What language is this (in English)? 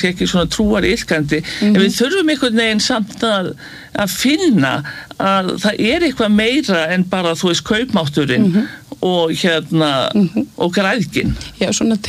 Icelandic